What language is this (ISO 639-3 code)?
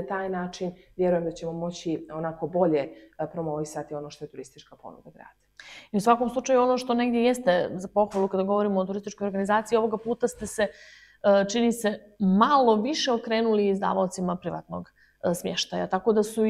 bos